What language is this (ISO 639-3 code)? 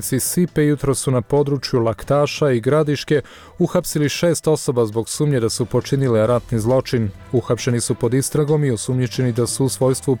hrv